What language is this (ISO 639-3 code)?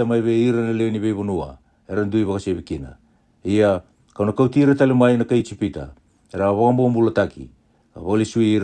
fij